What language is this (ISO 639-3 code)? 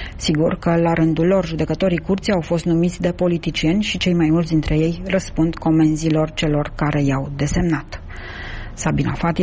ron